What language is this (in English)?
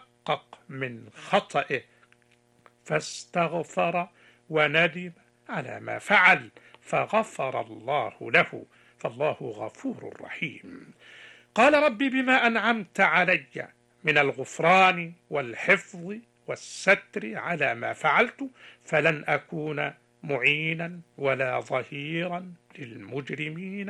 Arabic